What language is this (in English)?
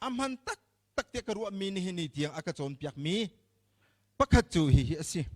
Hakha Chin